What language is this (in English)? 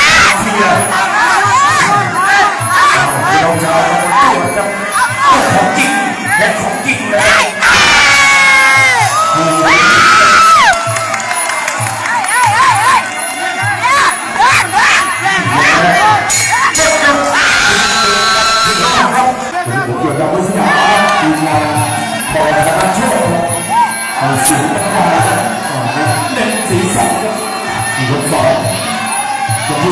Thai